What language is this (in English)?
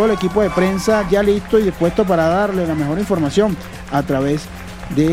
Spanish